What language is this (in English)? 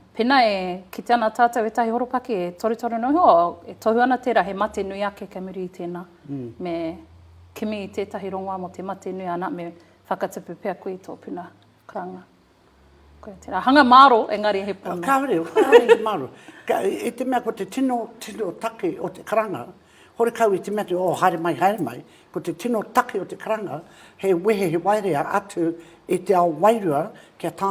Māori